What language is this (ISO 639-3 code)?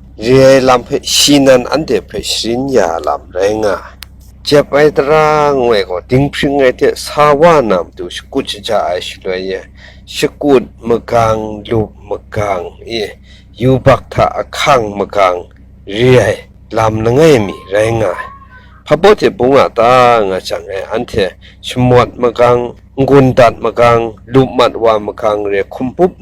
kac